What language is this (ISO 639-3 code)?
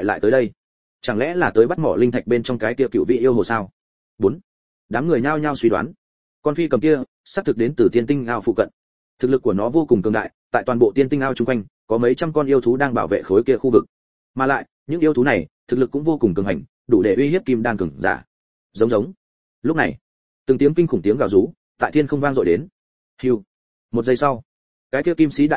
vie